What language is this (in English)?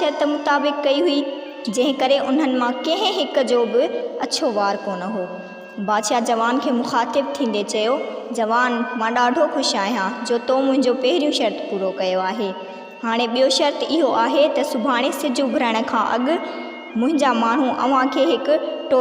Sindhi